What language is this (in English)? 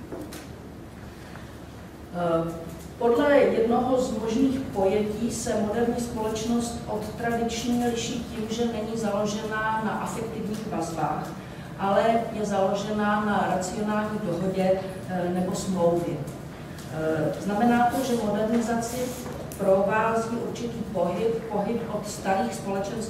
Czech